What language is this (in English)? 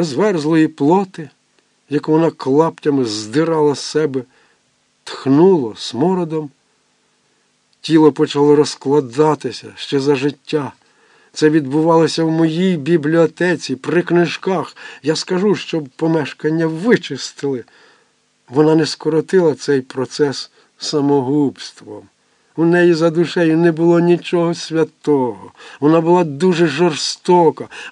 Ukrainian